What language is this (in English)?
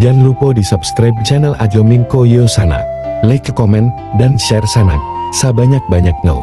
Minangkabau